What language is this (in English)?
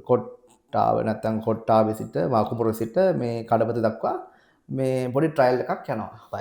Sinhala